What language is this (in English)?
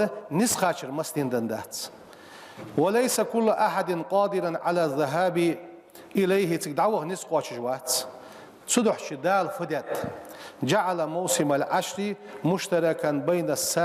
Ingush